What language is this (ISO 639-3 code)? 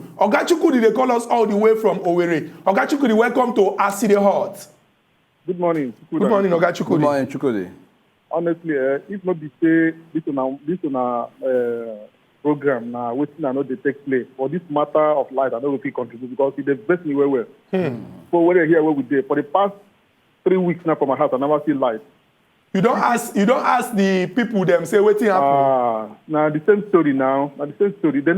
pcm